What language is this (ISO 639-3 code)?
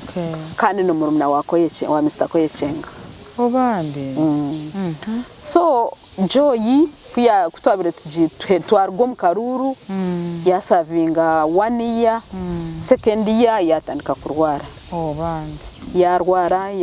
nyn